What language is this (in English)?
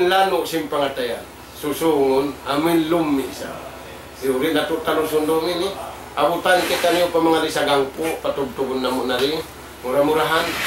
Tausug